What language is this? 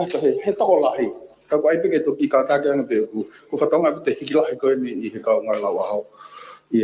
Tongan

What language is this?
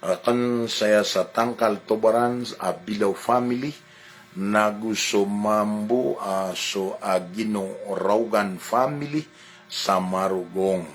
Maranao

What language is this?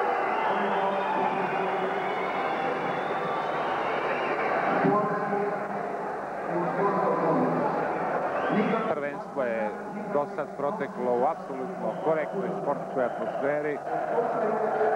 Croatian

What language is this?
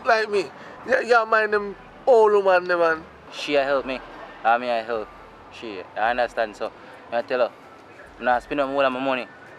Jamaican Creole English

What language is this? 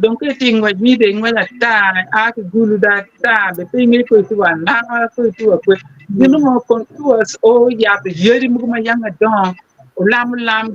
Acoli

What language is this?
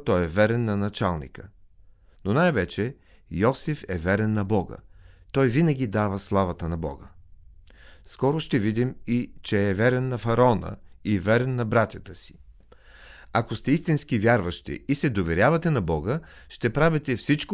Bulgarian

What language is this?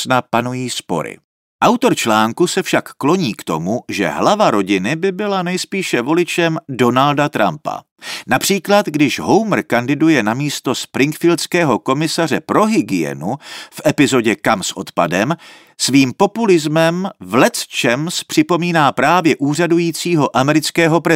Czech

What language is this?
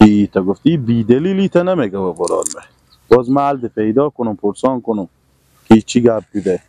Persian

